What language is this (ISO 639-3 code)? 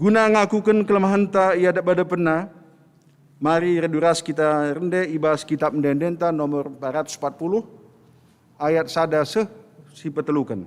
btx